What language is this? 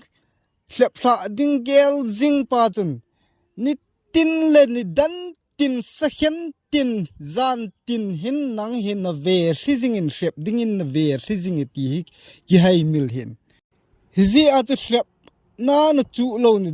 Thado Chin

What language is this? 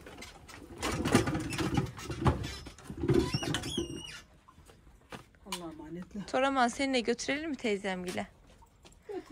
Turkish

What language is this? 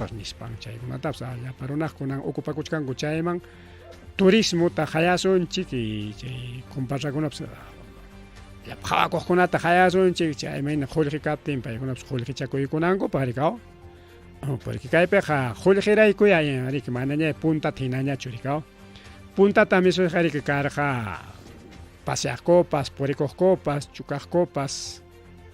Ayacucho Quechua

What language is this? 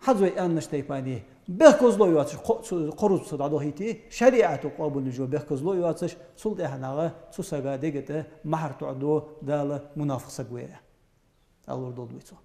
Ingush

